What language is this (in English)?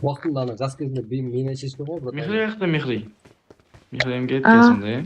Kara-Kalpak